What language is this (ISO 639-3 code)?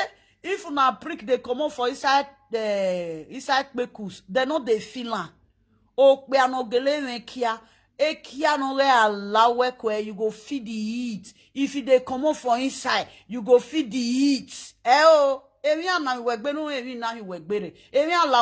pcm